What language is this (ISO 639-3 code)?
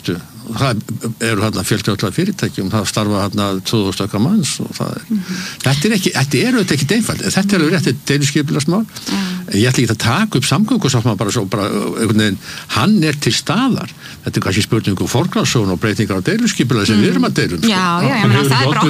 isl